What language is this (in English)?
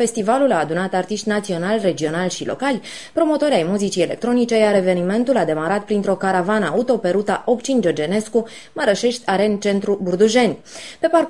Romanian